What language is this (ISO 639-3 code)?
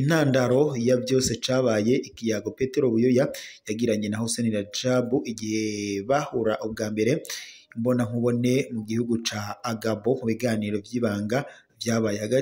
run